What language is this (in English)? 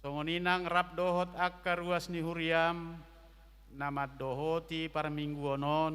Batak Toba